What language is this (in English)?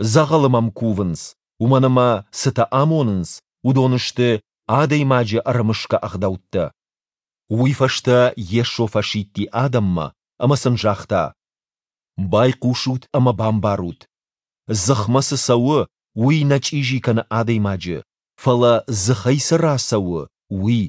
Ossetic